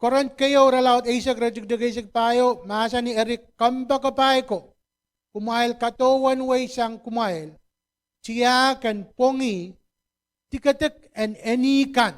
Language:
Pohnpeian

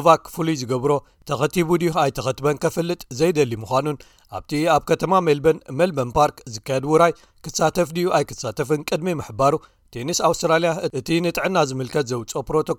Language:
Tigrinya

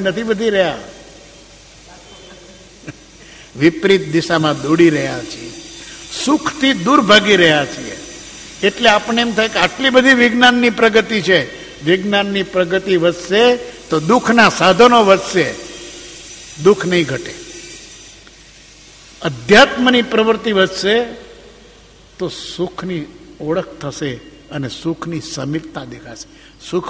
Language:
Gujarati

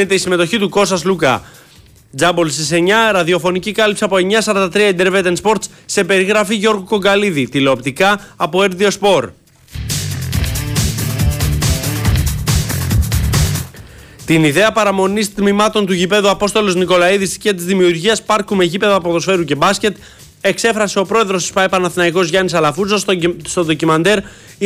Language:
Greek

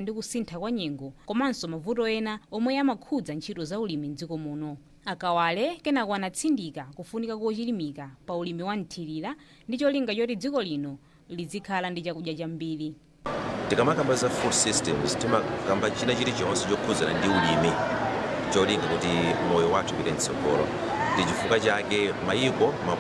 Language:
Nyanja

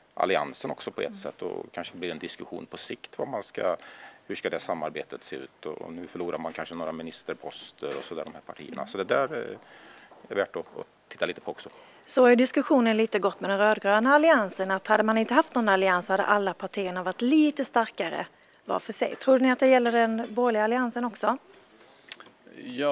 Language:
Swedish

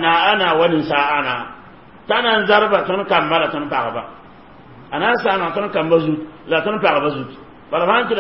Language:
Mossi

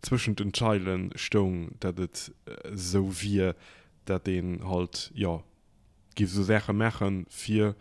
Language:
Luxembourgish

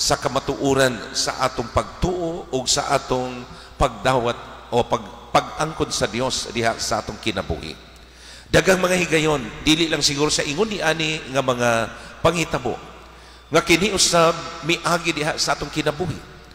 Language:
Cebuano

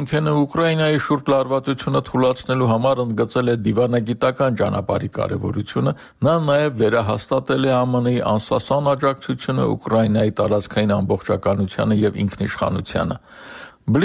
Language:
Armenian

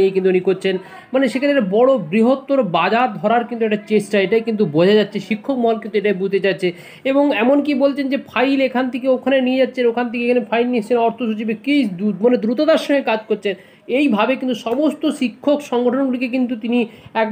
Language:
Bangla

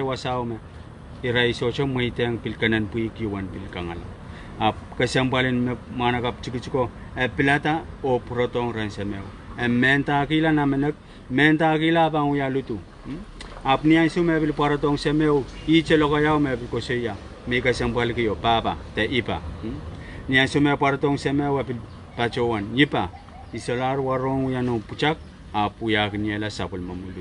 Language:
Pohnpeian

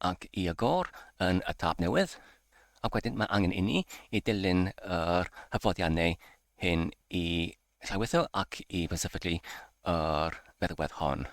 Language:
Welsh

